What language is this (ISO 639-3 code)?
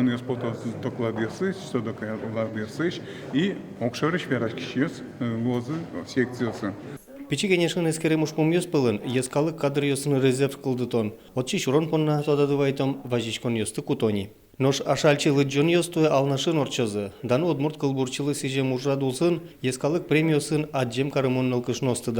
udm